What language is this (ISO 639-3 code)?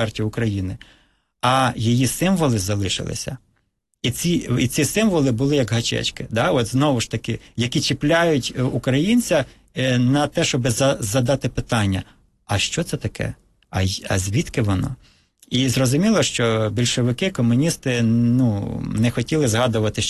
ukr